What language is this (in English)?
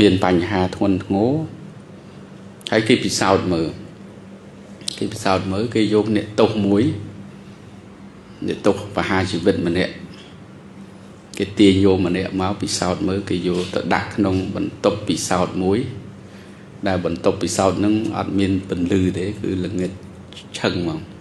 Khmer